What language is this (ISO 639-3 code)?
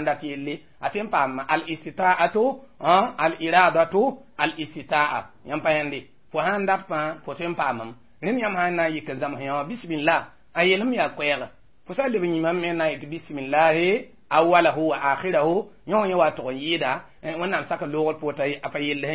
mos